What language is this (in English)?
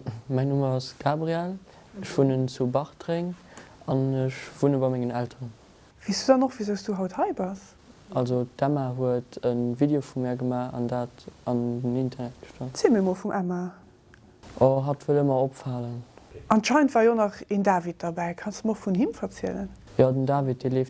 Luxembourgish